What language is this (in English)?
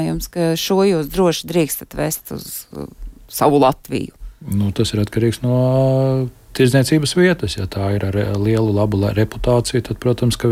Latvian